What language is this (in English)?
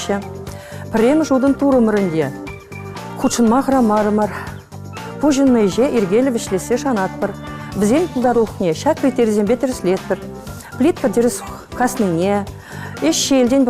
Chuvash